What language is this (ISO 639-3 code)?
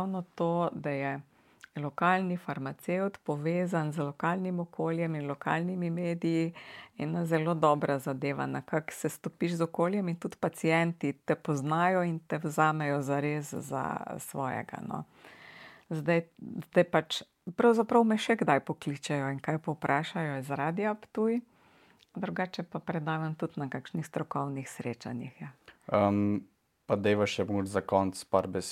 slv